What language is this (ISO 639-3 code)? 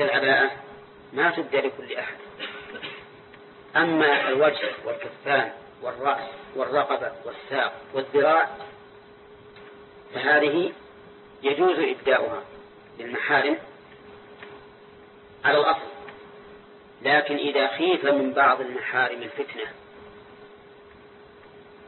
ara